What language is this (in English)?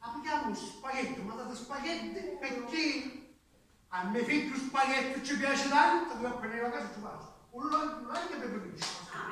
Sicilian